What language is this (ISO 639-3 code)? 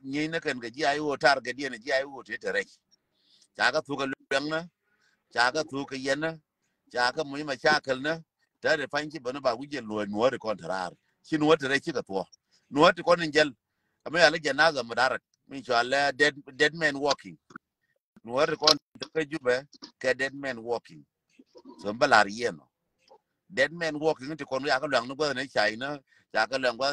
nus